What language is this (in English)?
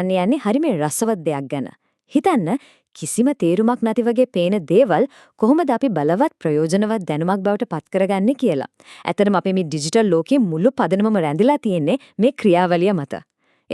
Sinhala